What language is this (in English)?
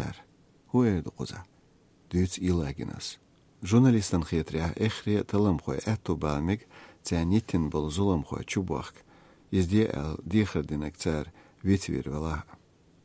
Chechen